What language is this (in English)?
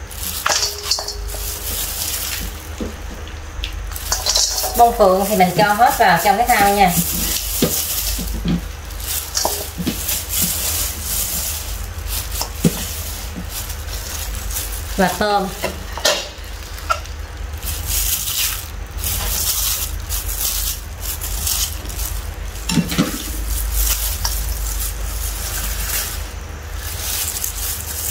Vietnamese